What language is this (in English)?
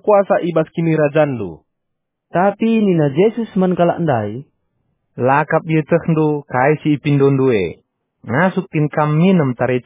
Batak Karo